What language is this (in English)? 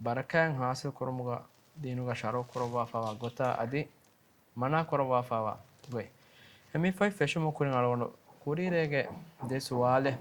Divehi